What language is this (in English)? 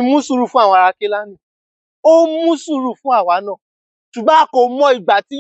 Yoruba